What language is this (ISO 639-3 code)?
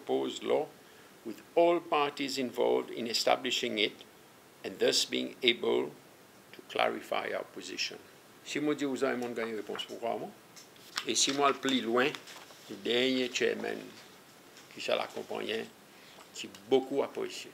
crs